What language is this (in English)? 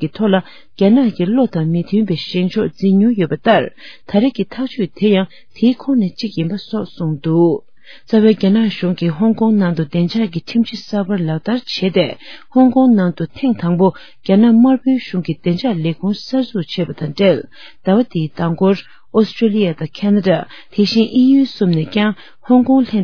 Tibetan